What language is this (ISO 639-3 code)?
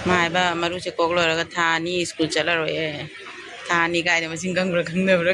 mni